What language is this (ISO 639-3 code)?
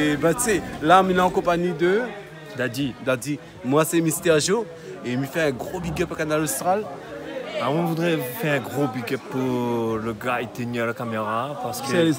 rcf